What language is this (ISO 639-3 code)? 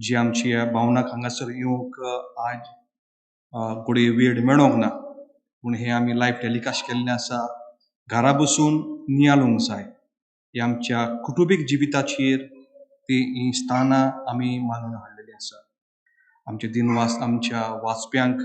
kok